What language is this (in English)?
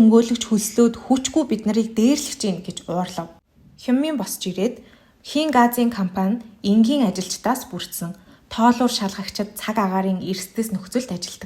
Mongolian